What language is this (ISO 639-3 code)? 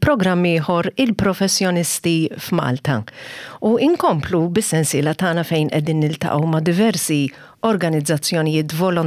mlt